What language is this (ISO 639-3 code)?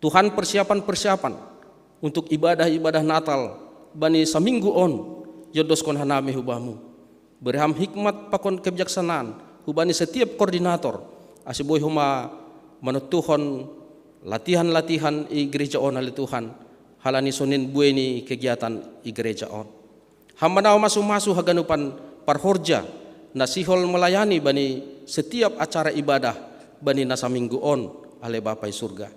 bts